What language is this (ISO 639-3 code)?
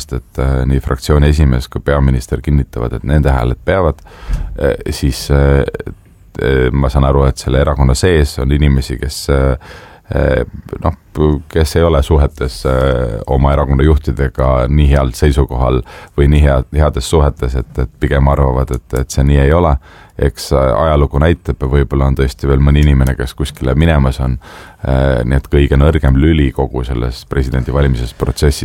est